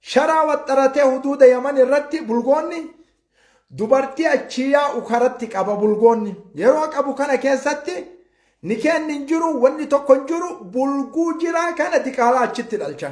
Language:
Oromo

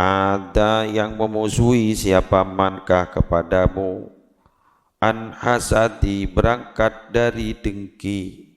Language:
Madurese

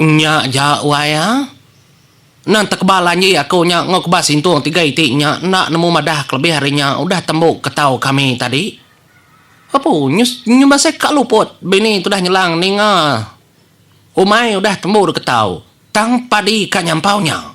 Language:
Iban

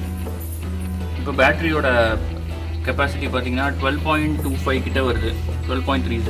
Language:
Tamil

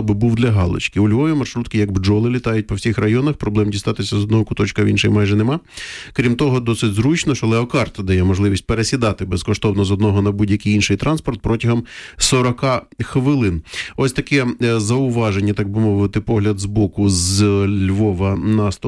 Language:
Ukrainian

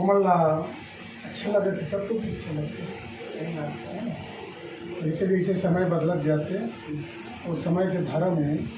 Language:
Chhattisgarhi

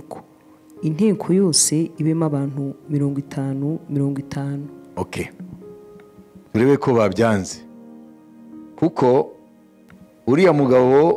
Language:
Kinyarwanda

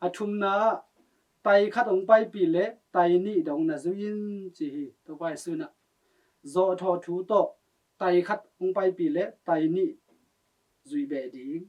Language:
Tedim Chin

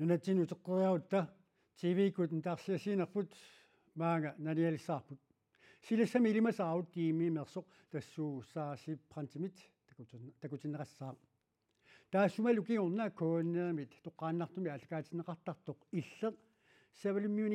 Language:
Kalaallisut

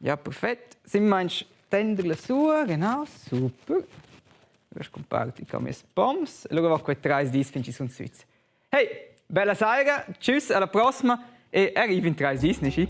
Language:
Romansh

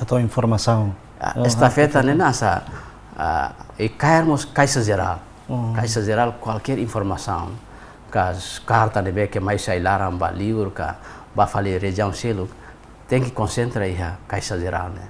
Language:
Tetum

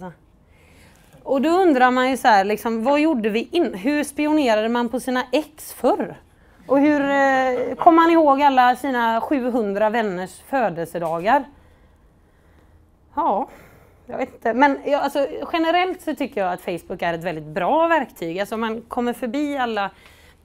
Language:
Swedish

